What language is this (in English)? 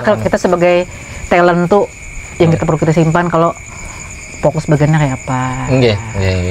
Banjar